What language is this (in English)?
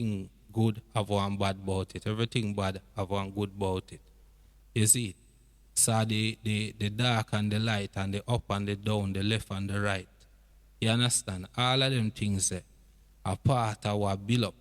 Jamaican Creole English